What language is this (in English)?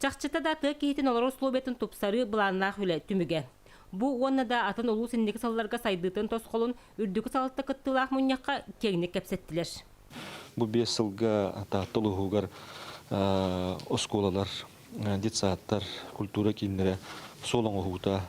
Yakut